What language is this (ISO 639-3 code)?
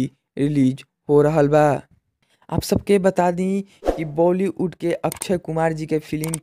bho